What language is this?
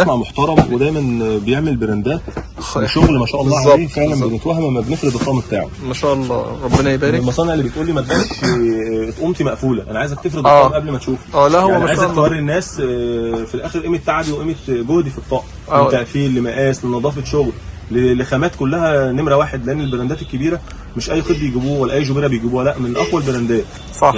Egyptian Arabic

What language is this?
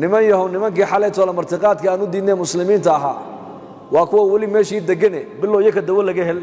Somali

